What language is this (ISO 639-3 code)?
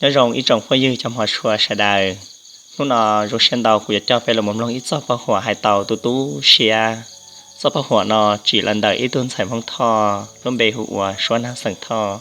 hmn